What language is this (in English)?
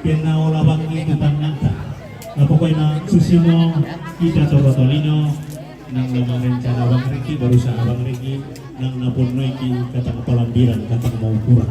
Toraja-Sa'dan